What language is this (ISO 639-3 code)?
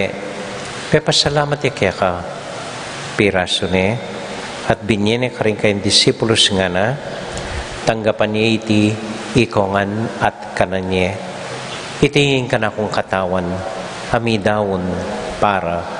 pam